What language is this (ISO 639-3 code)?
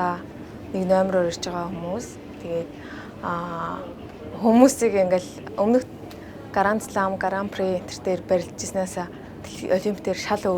mon